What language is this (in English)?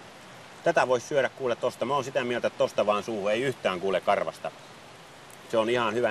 Finnish